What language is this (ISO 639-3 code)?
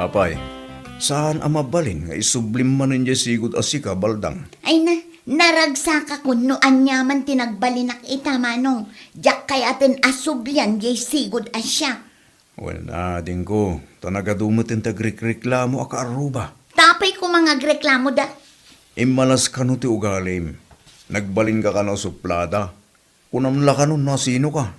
ilo